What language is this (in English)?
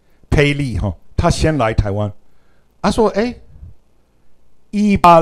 Chinese